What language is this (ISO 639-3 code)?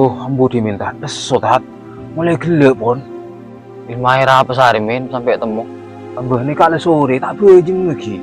mad